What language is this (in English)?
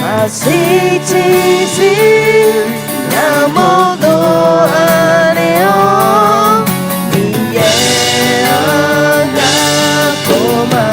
Akha